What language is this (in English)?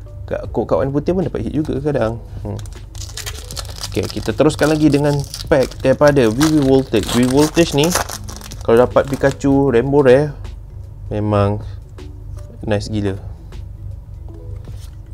Malay